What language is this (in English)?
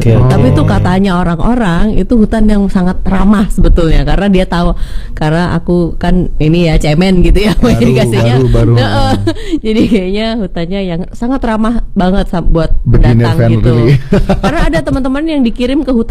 Indonesian